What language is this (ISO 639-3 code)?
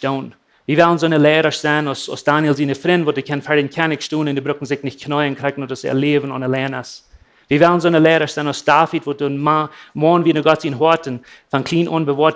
pdt